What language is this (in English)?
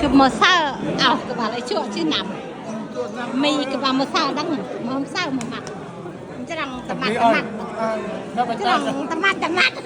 Central Mnong